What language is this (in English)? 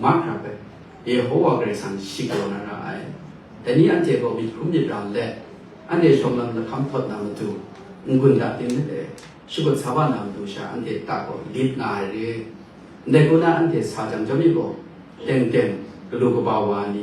Kachin